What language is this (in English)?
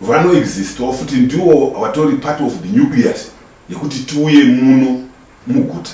Shona